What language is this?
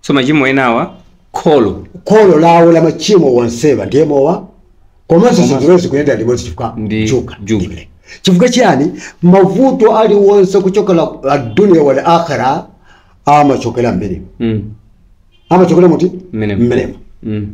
Nyanja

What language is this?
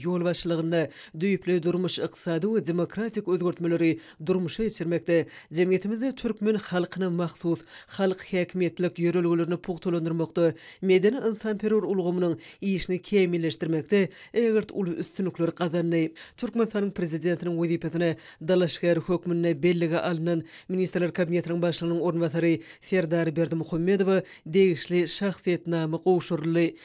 Turkmen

